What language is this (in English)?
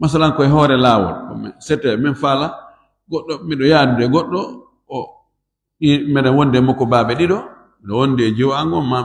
Fula